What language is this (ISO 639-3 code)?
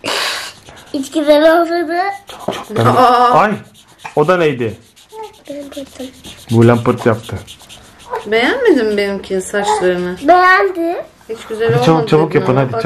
tur